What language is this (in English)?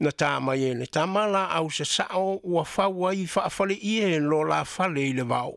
Samoan